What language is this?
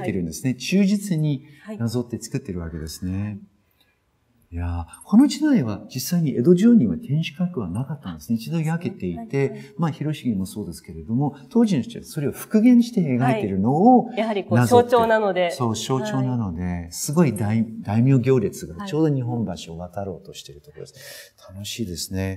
Japanese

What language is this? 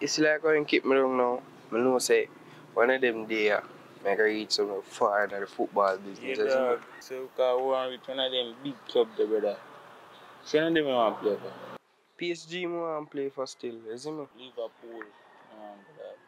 Jamaican Creole English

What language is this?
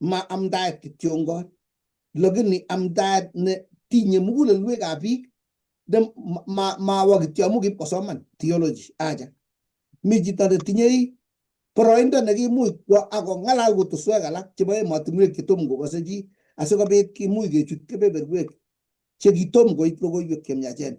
Kalenjin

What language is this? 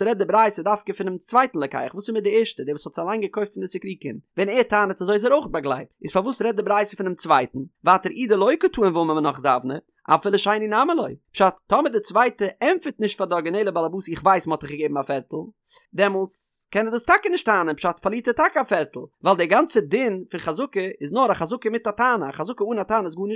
Yiddish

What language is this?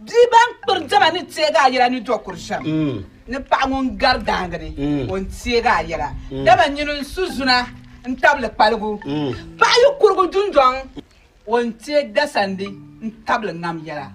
Dagbani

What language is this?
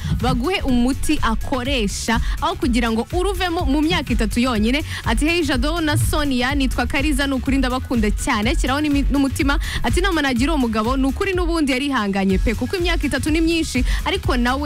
Kinyarwanda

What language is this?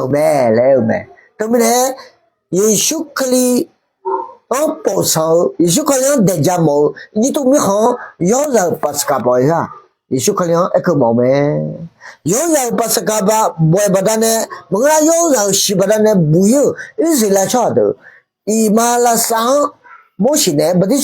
Akha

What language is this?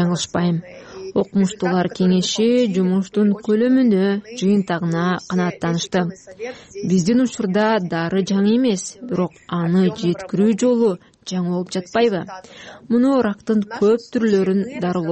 Kyrgyz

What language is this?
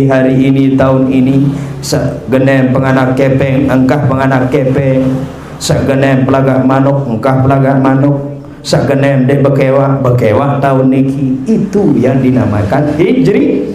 Sasak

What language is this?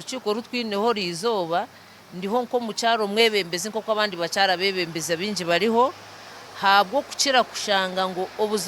Nyankole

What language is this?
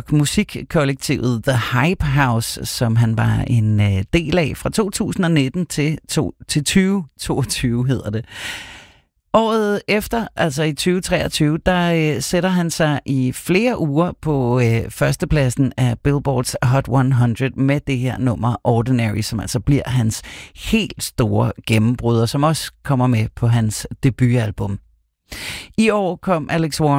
Danish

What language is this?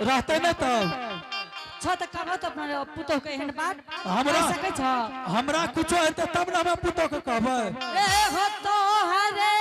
Angika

